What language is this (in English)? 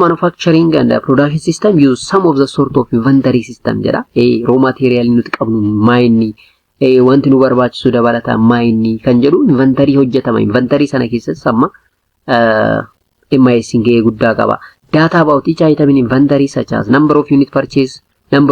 Oromo